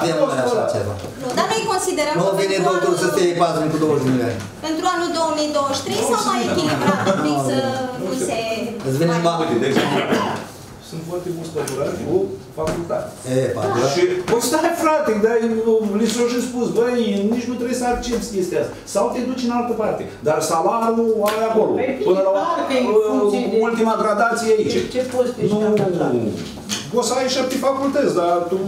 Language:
Romanian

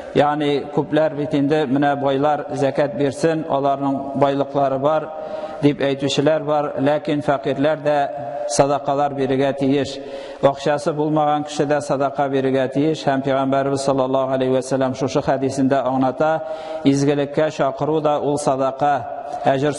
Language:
Tatar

